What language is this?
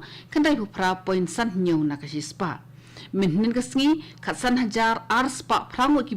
Khasi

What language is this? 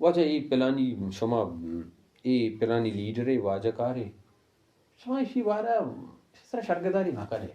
Baluchi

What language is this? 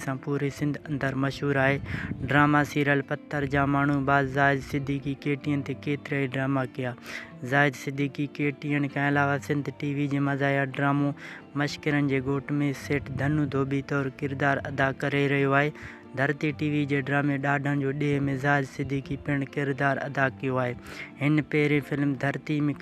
Sindhi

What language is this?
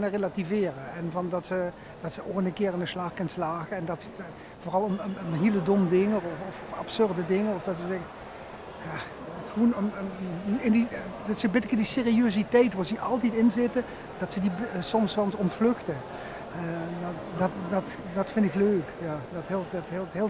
Limburgish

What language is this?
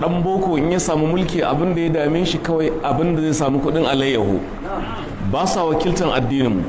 Hausa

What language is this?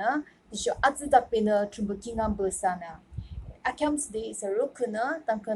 Yimchungru Naga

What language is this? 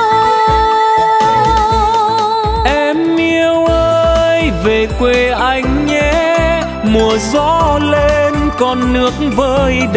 Vietnamese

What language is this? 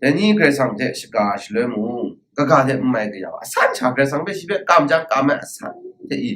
Kachin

